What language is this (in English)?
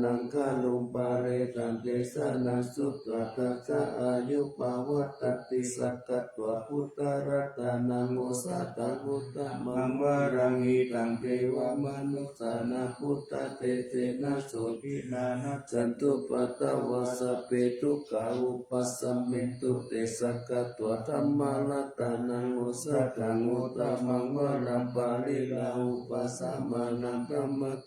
Pali